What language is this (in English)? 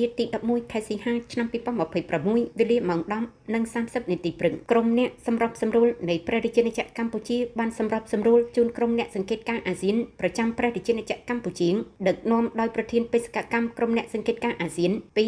Khmer